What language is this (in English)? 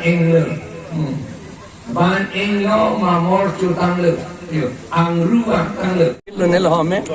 Karbi